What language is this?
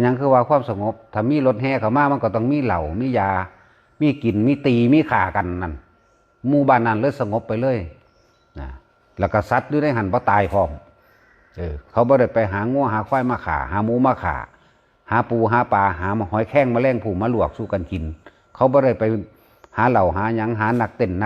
Lao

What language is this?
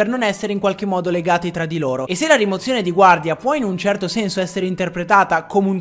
Italian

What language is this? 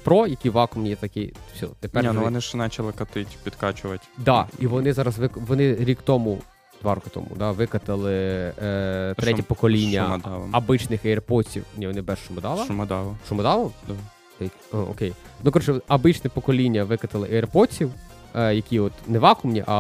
Ukrainian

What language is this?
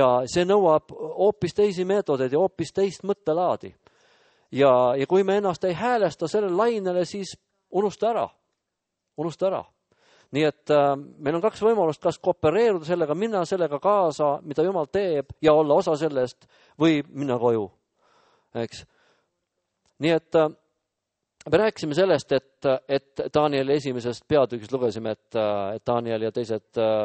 Estonian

